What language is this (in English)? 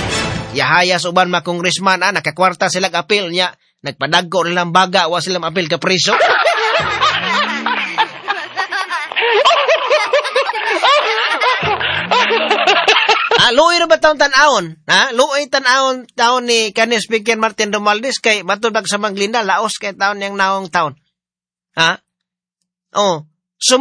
Cebuano